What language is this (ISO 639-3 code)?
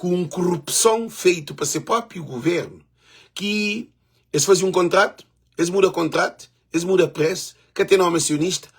kea